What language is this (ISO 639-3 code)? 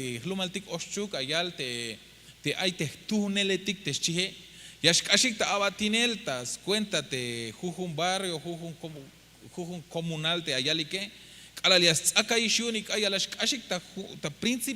tzh